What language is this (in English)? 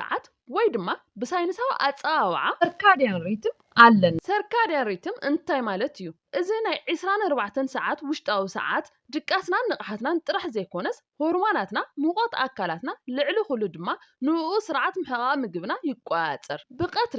Tigrinya